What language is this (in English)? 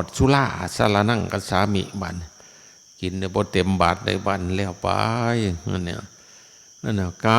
Northeastern Thai